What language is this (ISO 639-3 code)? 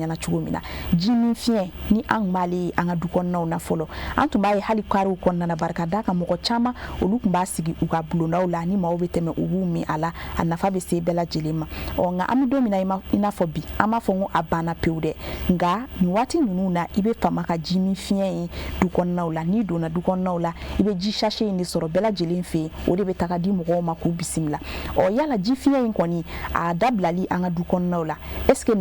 bam